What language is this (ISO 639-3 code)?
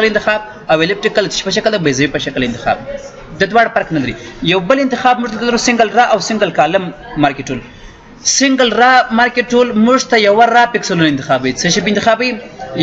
pus